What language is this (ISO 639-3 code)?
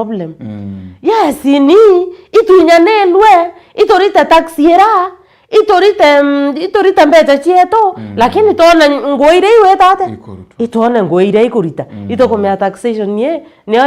mer